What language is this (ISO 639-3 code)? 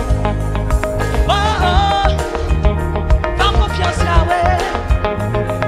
fra